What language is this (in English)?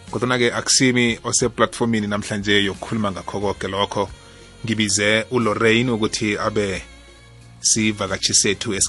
South Ndebele